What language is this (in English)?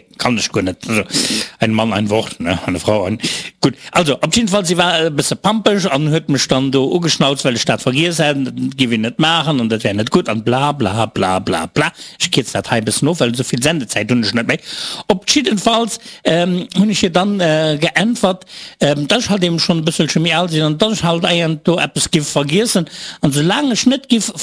Luxembourgish